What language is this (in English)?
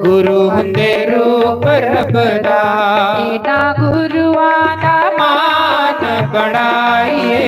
Dogri